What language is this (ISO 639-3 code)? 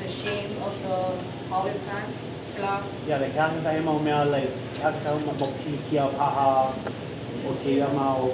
haw